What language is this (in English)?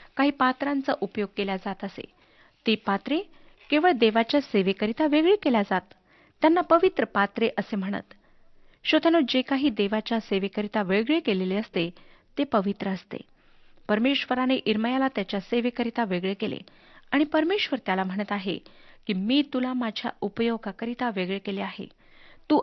Marathi